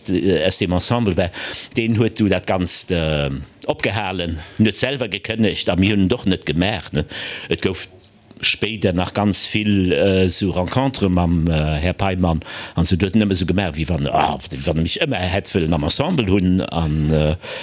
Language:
Luxembourgish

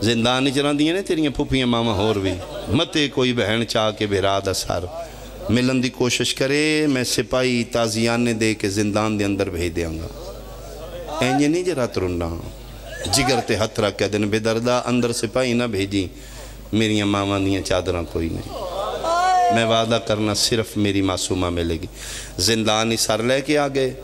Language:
Pahari-Potwari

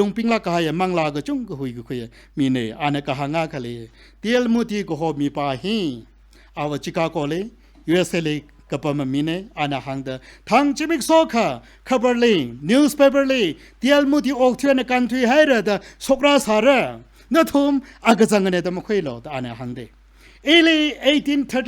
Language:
Tangkhul Naga (India)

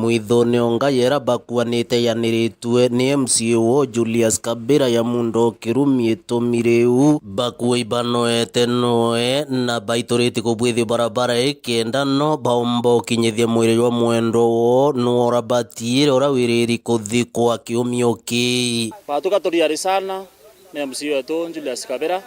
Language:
Meru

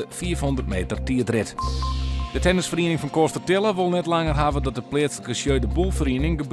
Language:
Western Frisian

